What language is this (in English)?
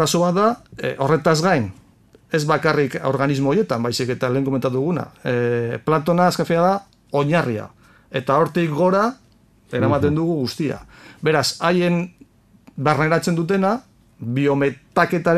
Basque